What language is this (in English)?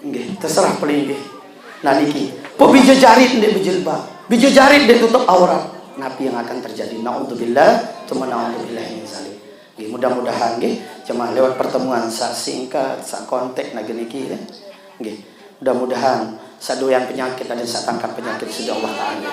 Sasak